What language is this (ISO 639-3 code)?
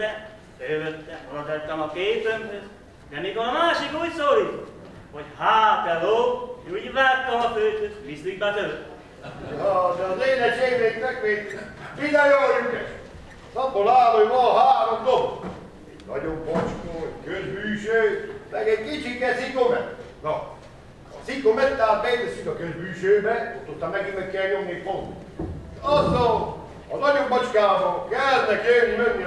hun